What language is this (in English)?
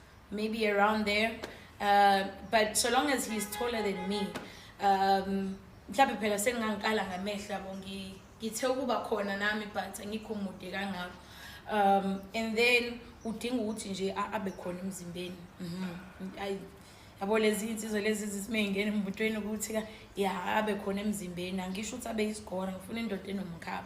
Zulu